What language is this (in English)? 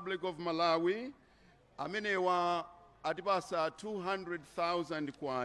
Nyanja